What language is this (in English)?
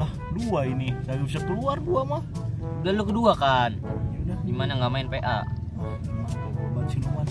Betawi